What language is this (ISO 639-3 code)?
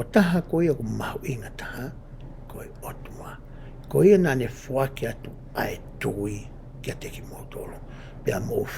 ton